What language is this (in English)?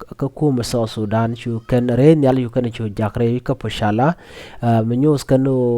Nuer